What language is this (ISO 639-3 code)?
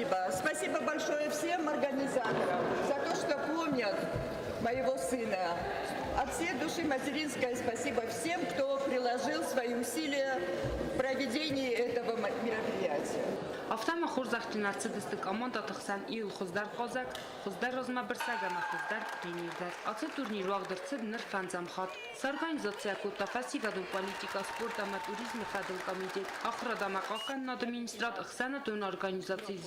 oss